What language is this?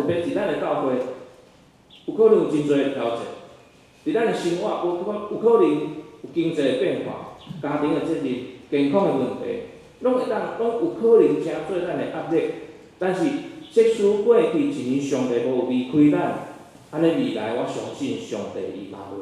Min Nan Chinese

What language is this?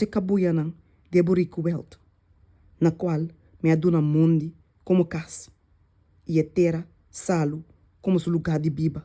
Papiamento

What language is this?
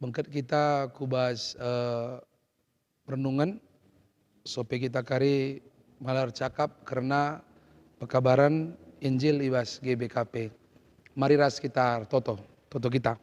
Batak Karo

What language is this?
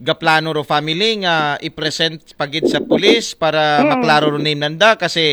Aklanon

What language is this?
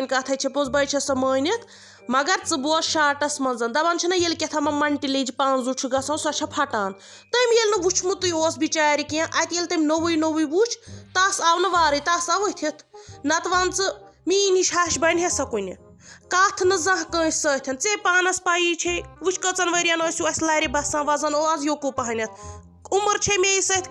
Kashmiri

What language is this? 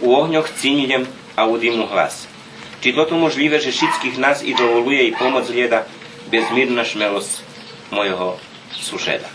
Rusyn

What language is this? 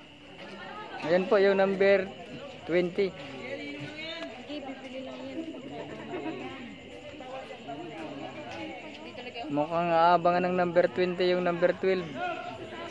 Filipino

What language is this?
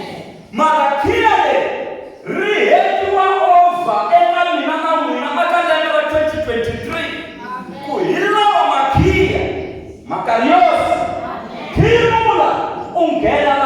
Tsonga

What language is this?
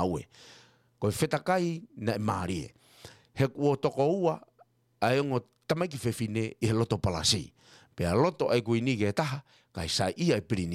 Tongan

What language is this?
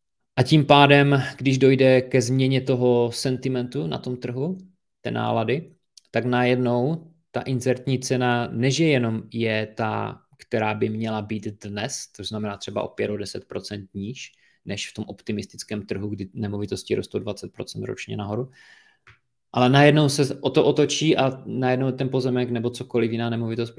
Czech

